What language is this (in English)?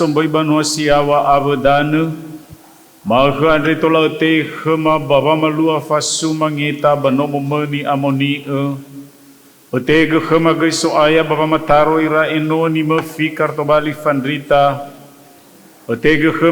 Nias